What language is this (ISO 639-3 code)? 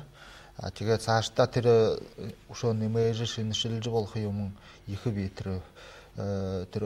bua